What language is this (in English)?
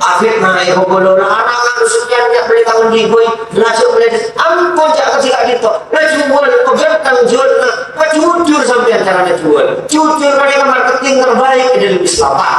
Madurese